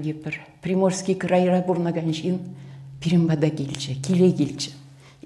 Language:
Chuvash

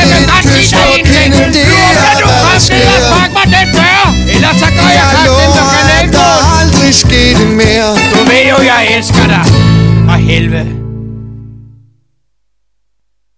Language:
Danish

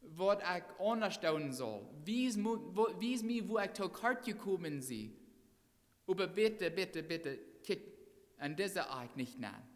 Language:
Plautdietsch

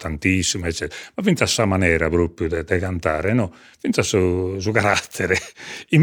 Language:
Sardinian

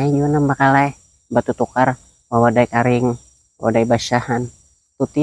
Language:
Banjar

